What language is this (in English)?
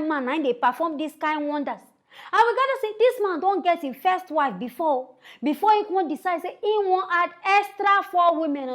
Nigerian Pidgin